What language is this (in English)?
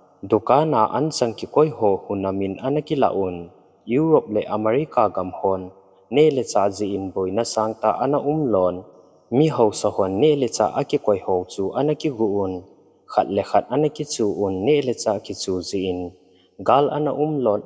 Thado Chin